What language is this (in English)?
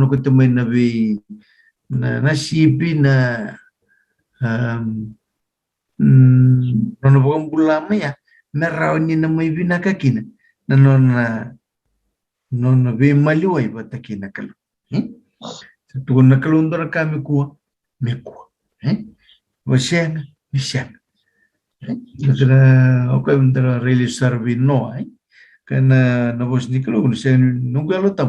Fijian